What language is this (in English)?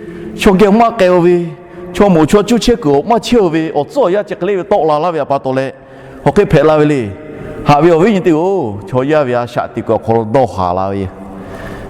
Lahu